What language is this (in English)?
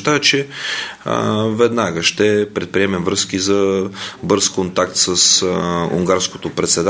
Bulgarian